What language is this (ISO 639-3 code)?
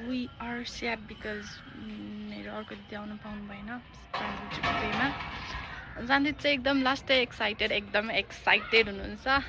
nep